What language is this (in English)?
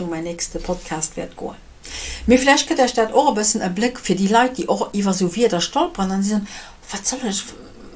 Luxembourgish